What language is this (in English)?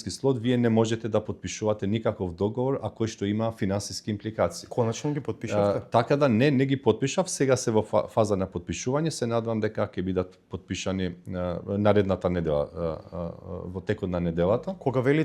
Macedonian